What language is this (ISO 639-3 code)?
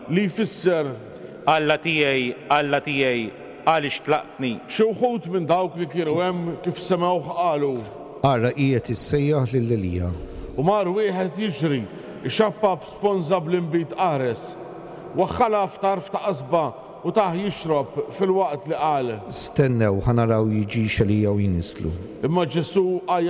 mlt